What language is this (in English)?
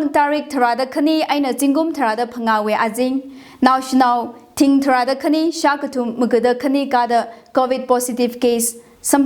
Tangkhul Naga (India)